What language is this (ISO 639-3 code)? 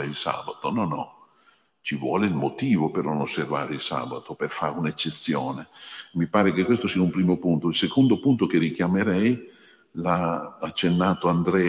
ita